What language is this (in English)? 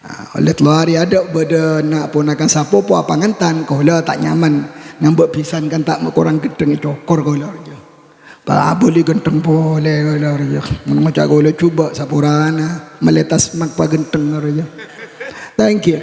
Madurese